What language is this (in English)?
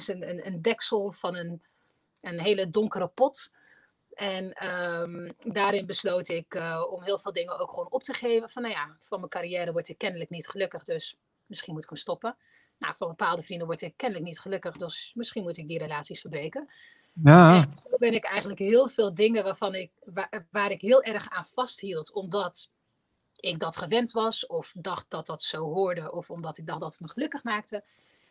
Dutch